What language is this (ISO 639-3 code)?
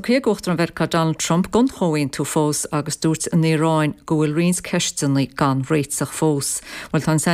gle